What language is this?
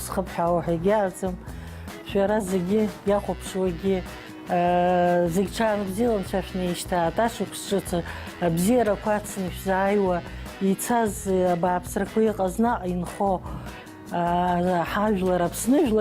Abkhazian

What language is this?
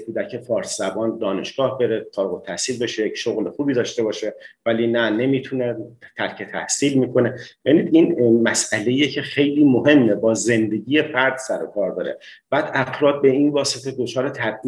Persian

